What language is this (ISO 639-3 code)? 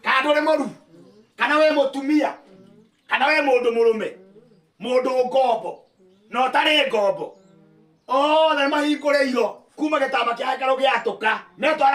kik